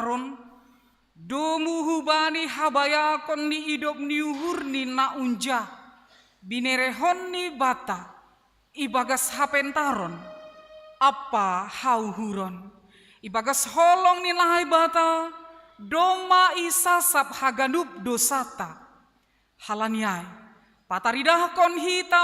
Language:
Batak Simalungun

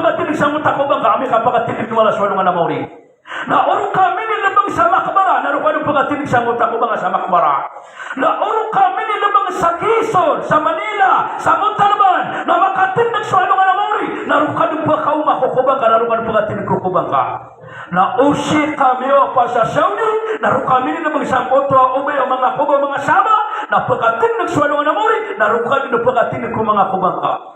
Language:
Maranao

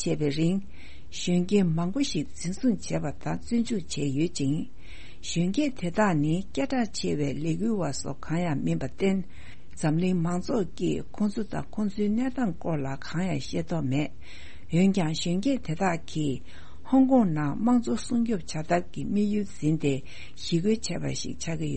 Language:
Tibetan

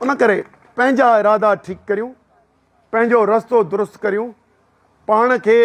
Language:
Sindhi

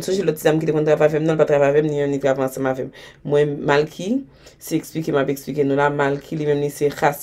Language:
Haitian Creole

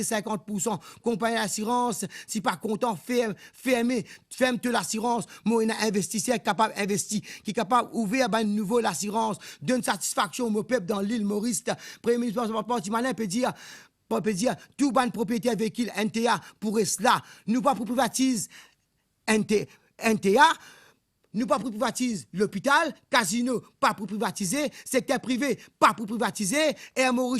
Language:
Morisyen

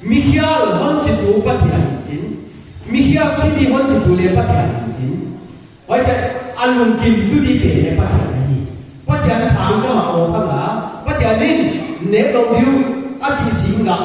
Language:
Paite Chin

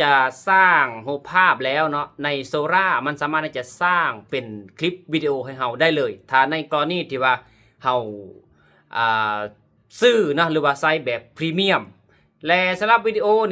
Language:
Lao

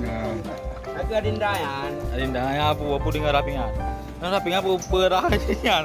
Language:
Achinese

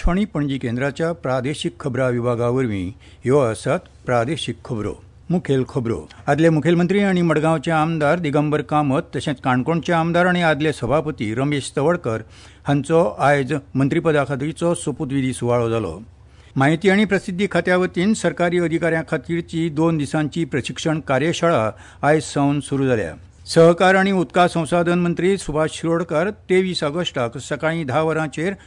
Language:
Konkani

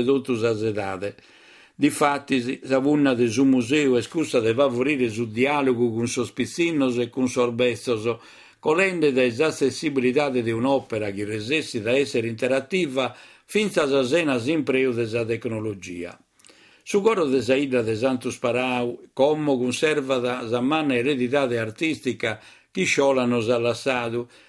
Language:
Sardinian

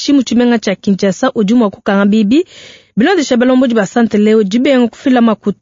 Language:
Luba-Lulua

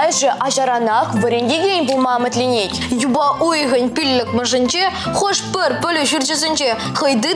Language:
Chuvash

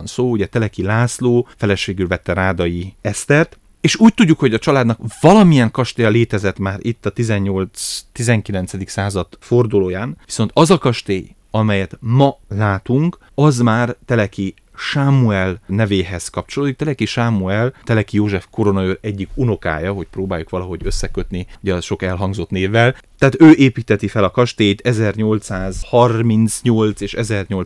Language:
Hungarian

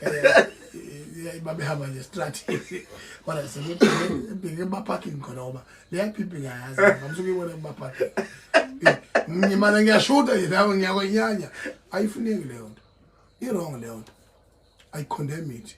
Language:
Zulu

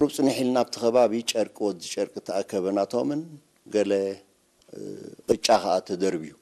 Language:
Tigrinya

